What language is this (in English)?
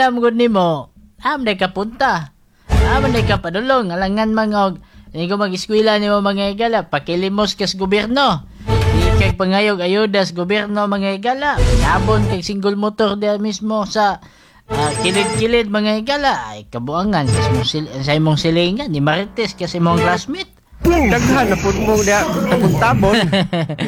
Cebuano